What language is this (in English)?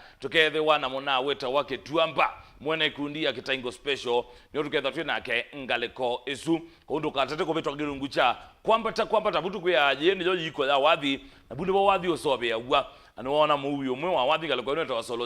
Kamba